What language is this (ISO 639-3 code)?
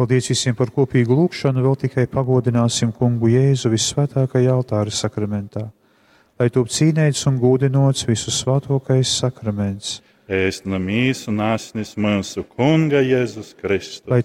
ltg